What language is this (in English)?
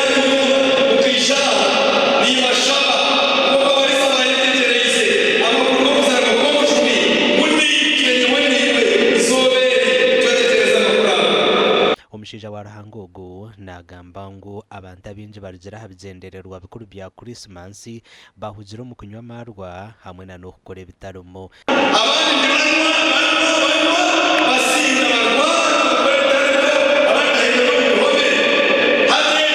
Nyankole